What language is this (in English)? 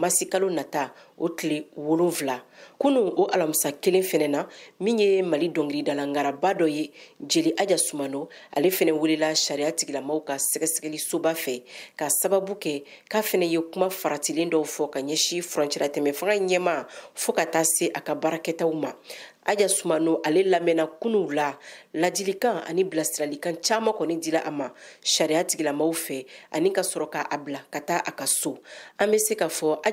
Bambara